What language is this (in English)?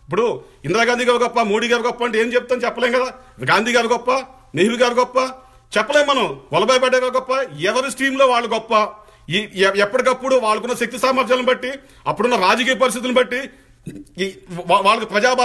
Telugu